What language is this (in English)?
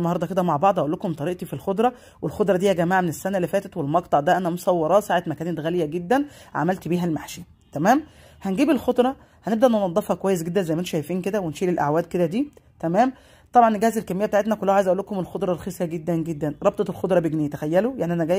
Egyptian Arabic